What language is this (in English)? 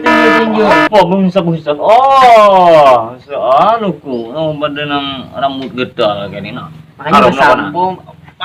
Banjar